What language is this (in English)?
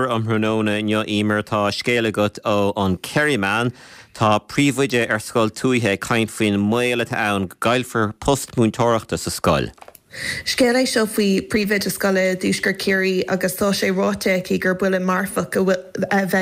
Irish